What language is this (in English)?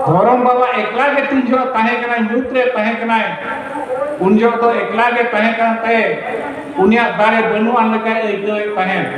Santali